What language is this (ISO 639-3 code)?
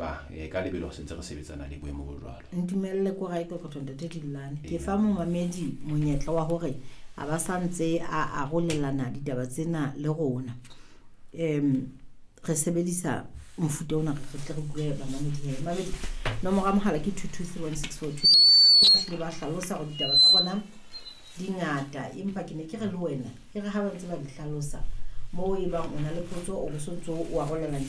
sot